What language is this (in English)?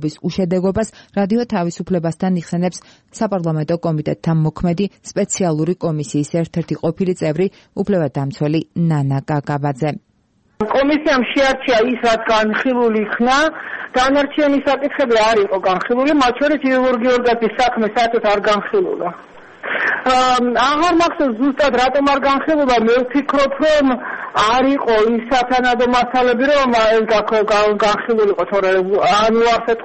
Georgian